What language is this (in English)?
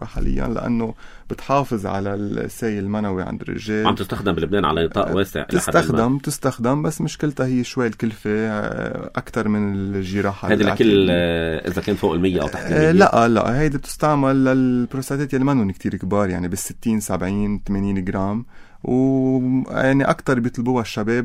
North Levantine Arabic